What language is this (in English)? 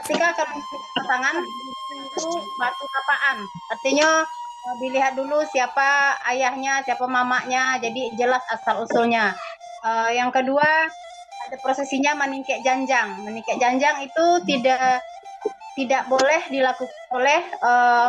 Minangkabau